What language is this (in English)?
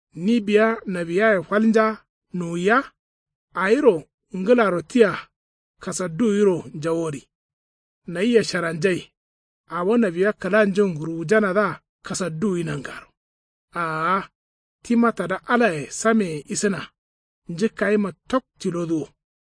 Kanuri